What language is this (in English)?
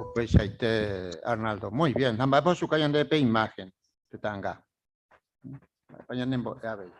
Guarani